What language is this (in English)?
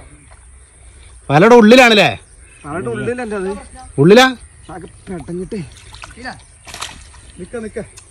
Malayalam